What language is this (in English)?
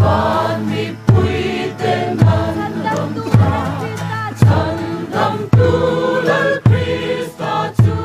Mizo